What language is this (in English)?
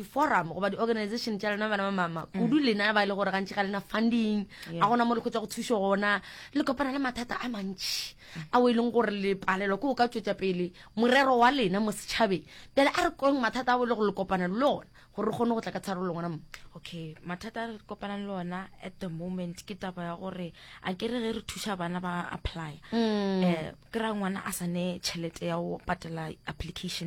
Northern Sotho